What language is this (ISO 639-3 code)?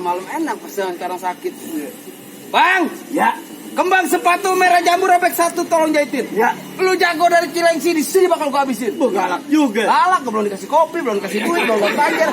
bew